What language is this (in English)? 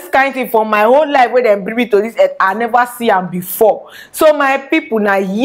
Nigerian Pidgin